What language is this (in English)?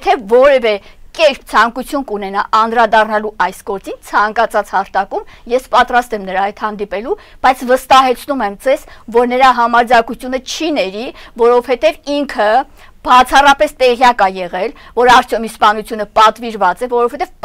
Armenian